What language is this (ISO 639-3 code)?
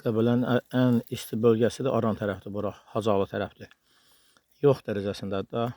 aze